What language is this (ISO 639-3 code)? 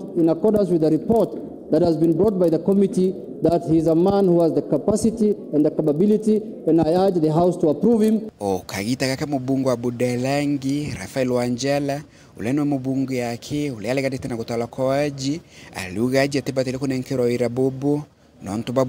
mer